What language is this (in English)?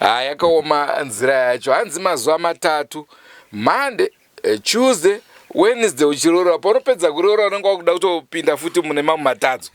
Shona